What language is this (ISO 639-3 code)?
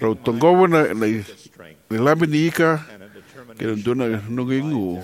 fij